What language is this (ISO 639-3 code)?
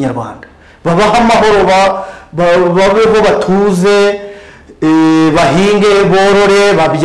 kin